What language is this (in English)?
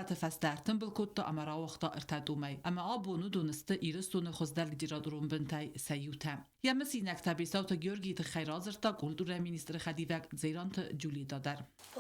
Ossetic